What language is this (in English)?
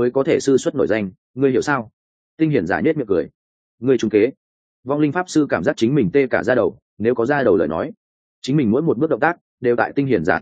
Vietnamese